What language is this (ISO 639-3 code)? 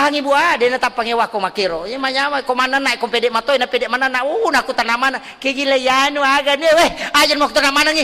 bug